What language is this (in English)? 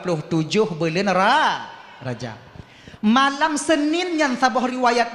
Achinese